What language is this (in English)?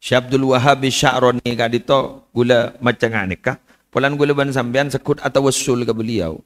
Madurese